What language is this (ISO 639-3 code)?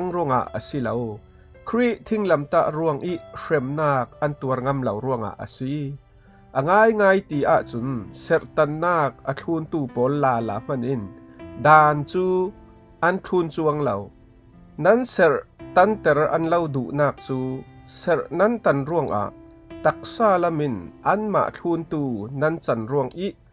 cfm